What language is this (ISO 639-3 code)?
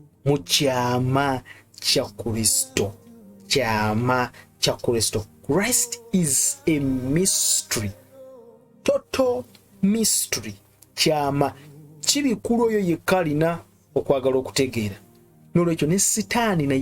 lug